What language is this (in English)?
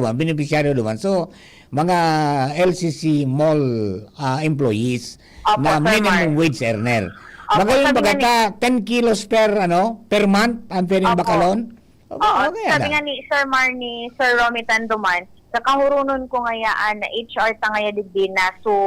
Bikol